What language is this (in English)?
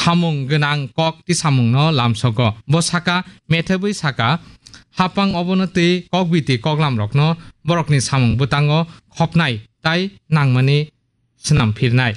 Kok Borok